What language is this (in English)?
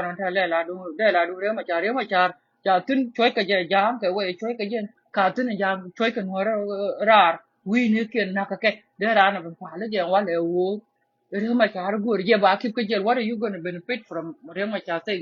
Nuer